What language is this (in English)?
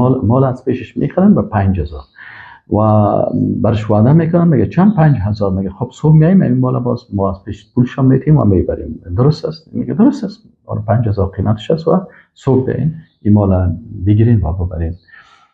Persian